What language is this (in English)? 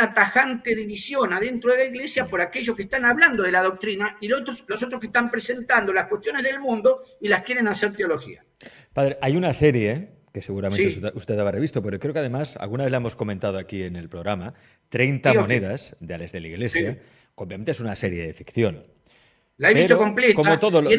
Spanish